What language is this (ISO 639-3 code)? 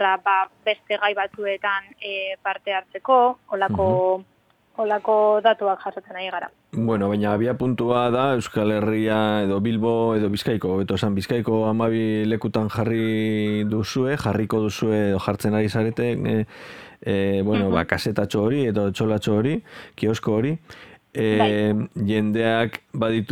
eus